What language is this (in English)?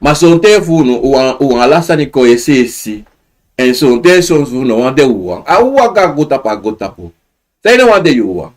Sranan Tongo